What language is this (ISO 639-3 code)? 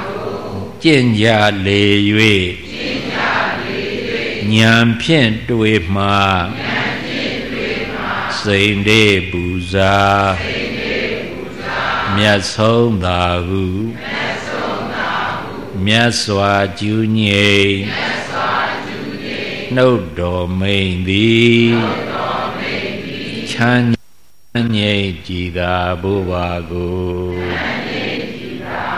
mya